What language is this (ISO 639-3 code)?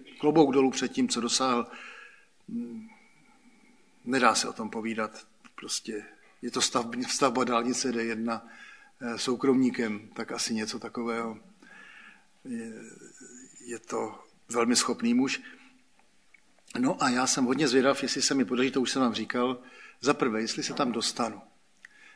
ces